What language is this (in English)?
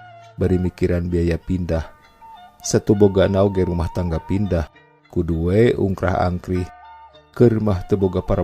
Sundanese